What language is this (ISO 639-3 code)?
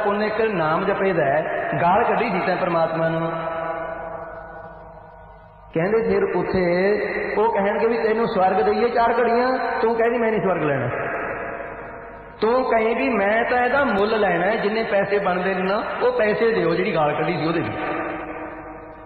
pan